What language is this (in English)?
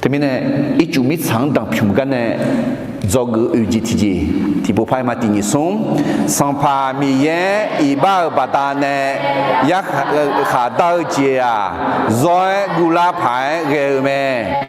Akha